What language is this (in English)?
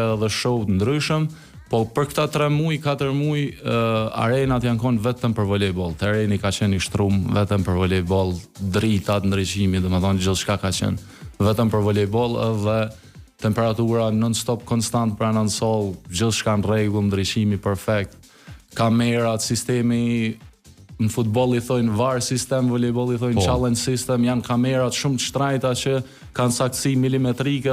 Albanian